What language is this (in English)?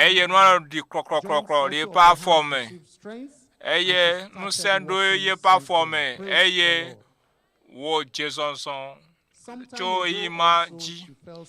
Ewe